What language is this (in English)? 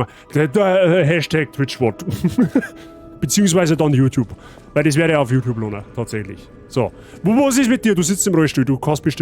Bavarian